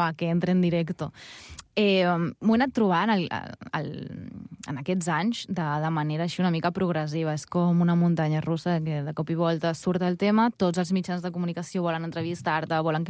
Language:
Catalan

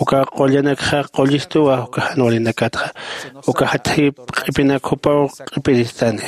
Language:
Aymara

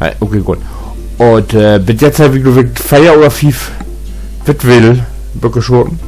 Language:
Low German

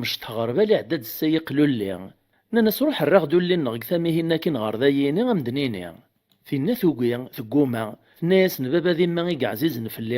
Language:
Kabyle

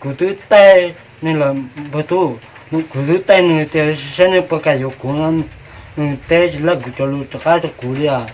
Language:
Hmong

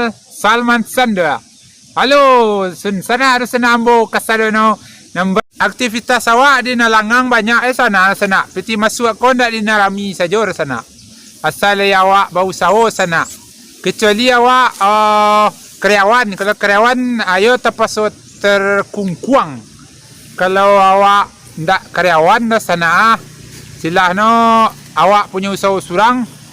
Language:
Minangkabau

